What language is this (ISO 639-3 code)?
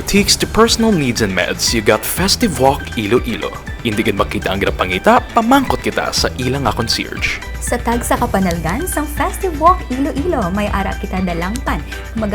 hil